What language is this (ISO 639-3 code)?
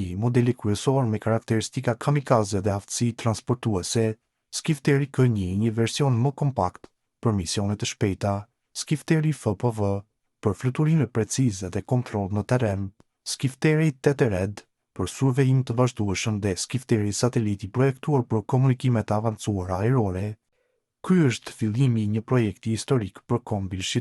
sqi